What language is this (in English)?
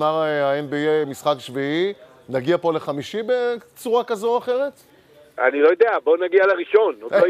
Hebrew